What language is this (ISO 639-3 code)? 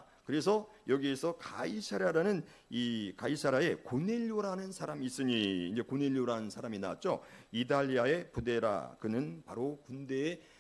kor